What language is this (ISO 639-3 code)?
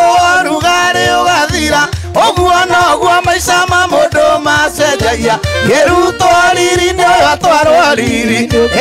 kik